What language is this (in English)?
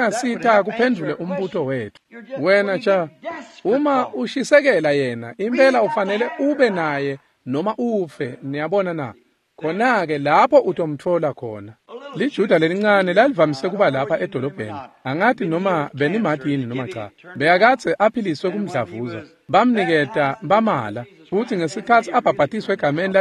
Swati